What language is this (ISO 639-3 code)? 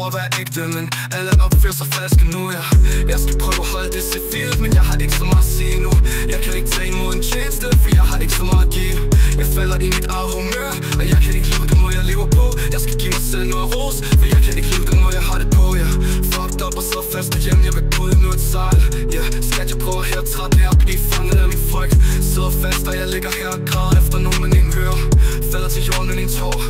dan